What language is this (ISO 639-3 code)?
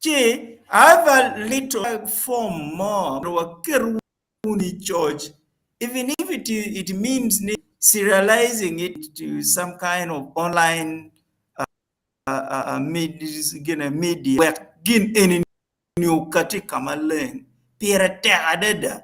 ach